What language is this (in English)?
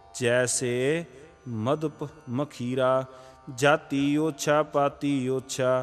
Punjabi